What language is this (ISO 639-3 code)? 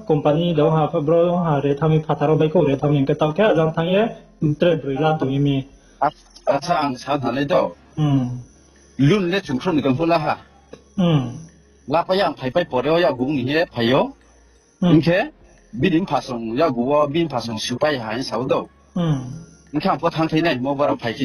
ria